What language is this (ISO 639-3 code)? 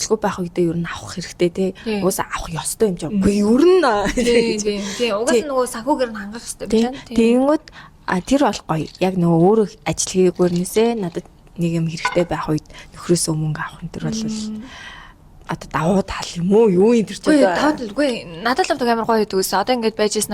mon